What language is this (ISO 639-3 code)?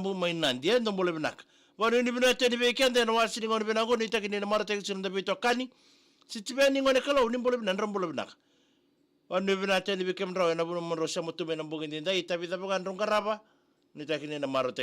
fij